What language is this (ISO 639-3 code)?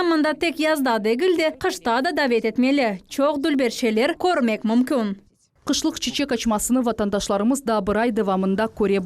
crh